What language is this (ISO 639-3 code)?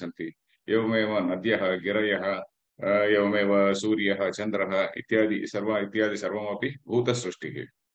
san